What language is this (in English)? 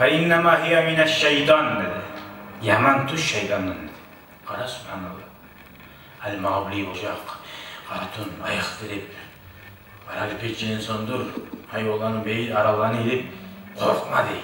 Kumyk